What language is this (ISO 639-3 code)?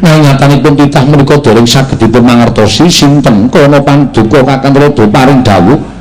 jav